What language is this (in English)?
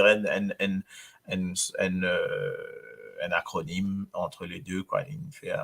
Morisyen